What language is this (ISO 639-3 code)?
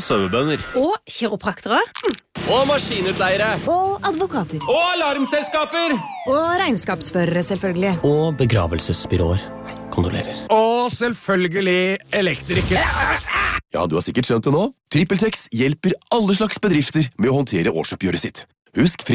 nor